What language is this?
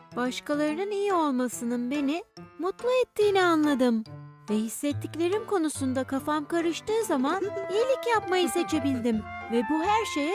Turkish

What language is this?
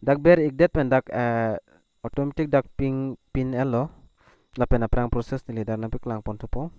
Karbi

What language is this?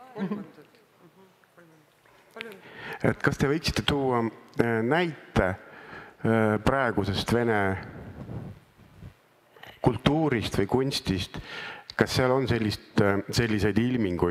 Estonian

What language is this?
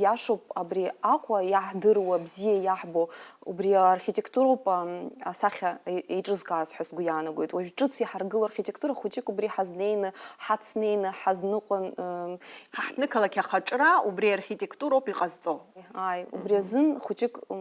Abkhazian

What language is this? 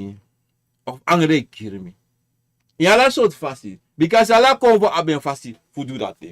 Sranan Tongo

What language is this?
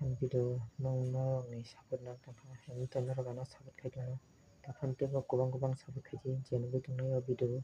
Kok Borok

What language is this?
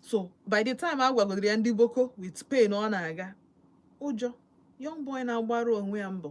Igbo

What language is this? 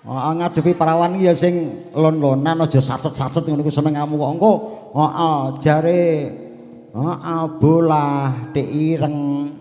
Javanese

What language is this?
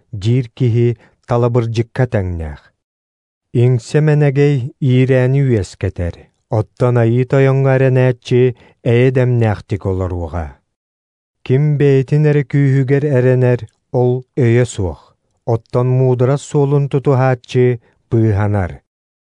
Yakut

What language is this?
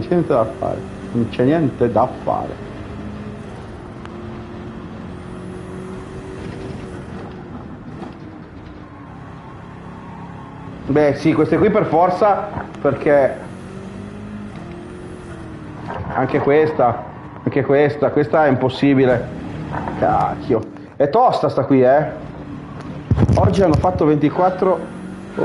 Italian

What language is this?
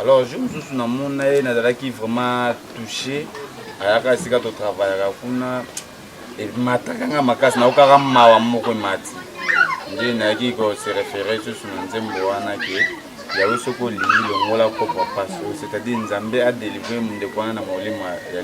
Lingala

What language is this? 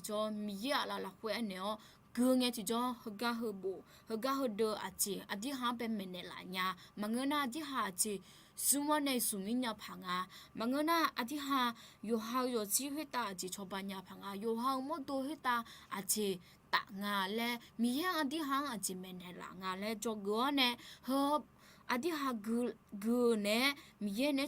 Akha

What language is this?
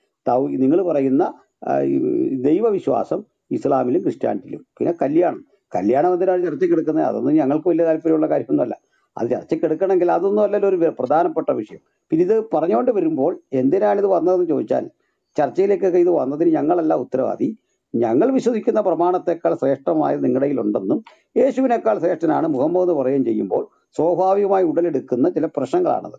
Malayalam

